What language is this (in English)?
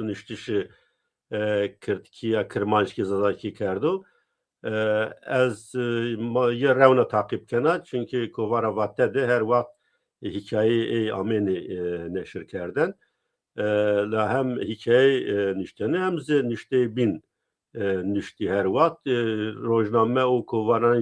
Zaza